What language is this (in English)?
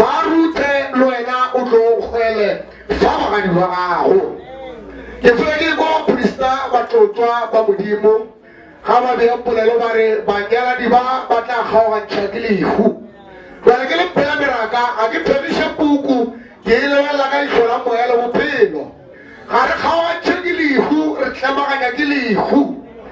Northern Sotho